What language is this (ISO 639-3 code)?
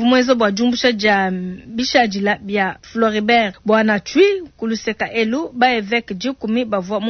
lua